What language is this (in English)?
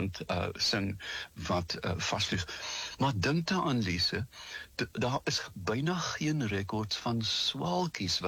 Afrikaans